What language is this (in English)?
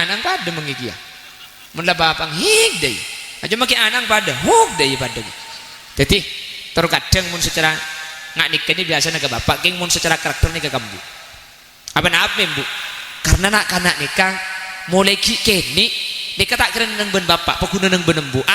Madurese